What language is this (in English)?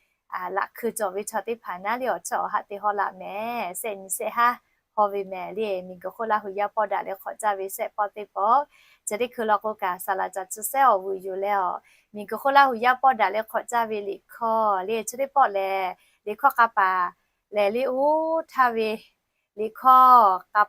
Lahu